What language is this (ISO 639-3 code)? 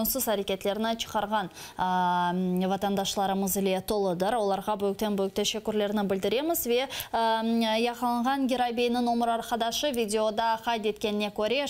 crh